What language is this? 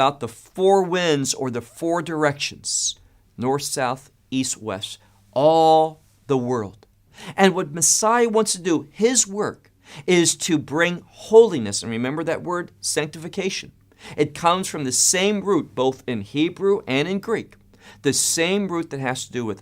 English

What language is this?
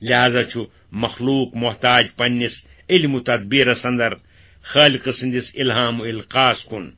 Kashmiri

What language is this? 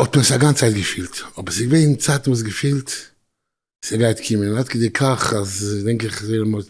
Yiddish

